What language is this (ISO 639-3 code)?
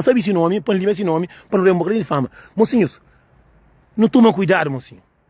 kea